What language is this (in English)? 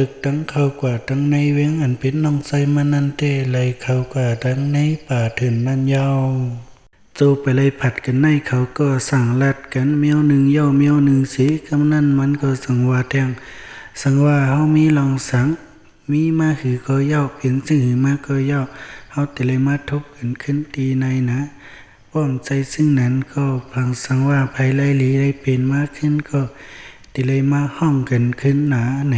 Shan